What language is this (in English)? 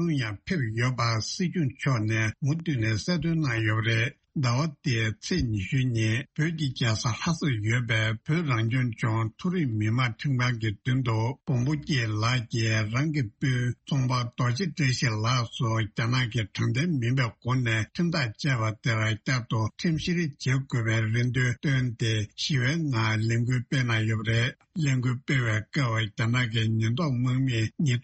Tibetan